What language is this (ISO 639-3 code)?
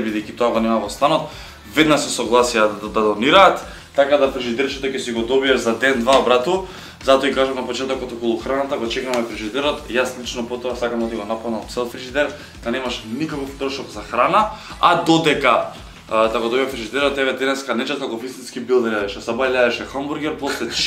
mkd